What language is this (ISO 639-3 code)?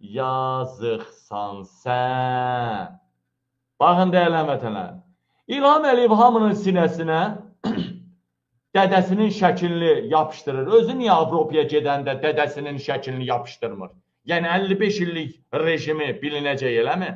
aze